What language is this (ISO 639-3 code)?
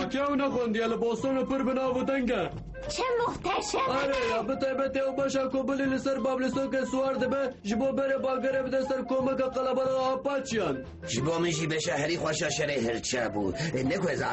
kur